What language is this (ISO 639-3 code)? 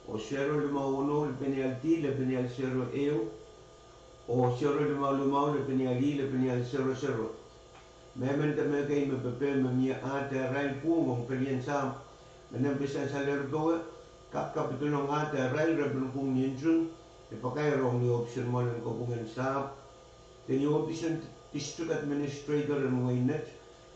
pon